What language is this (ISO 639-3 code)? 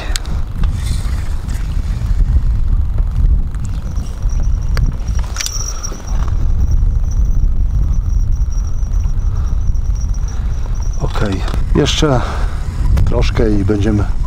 pol